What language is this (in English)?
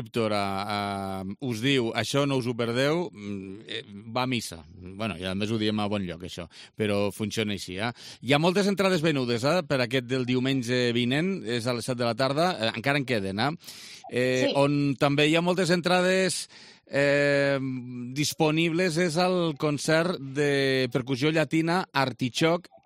Catalan